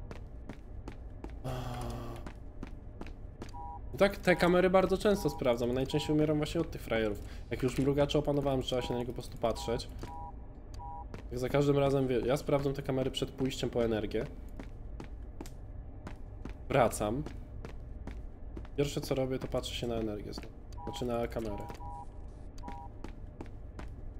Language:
Polish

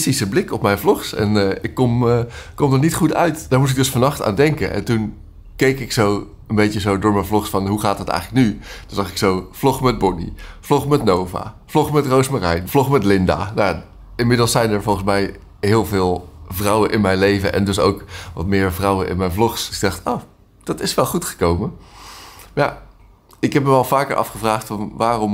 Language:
Dutch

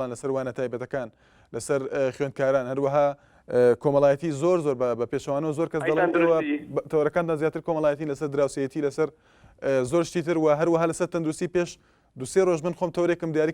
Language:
Central Kurdish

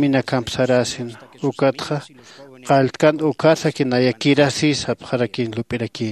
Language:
Aymara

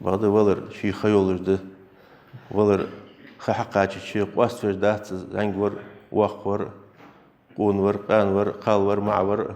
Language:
Ingush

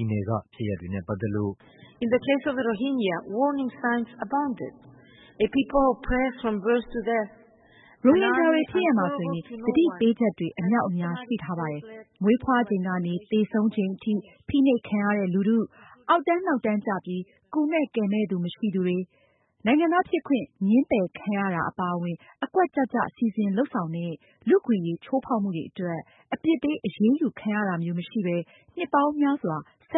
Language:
Burmese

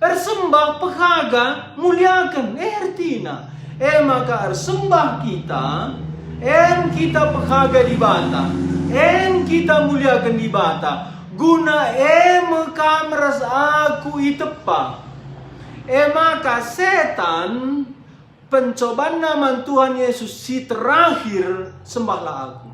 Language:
Batak Karo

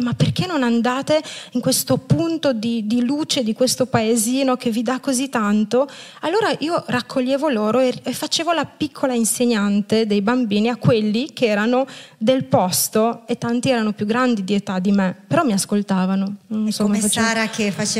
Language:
Italian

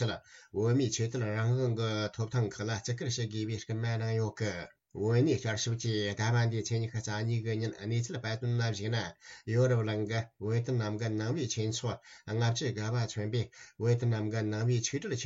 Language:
Tibetan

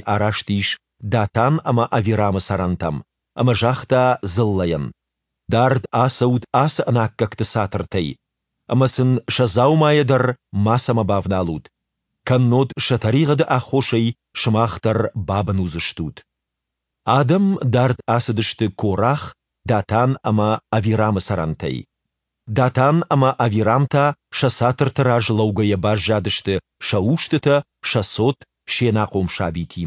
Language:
Ossetic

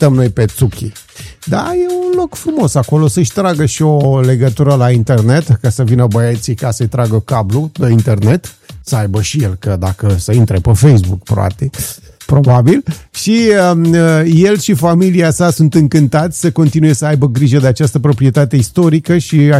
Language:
Romanian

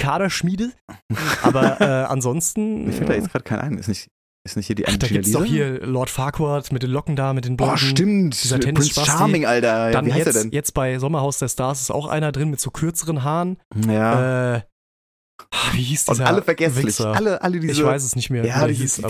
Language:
German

